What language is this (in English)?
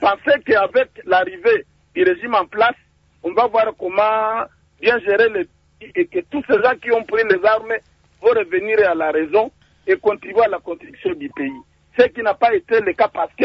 French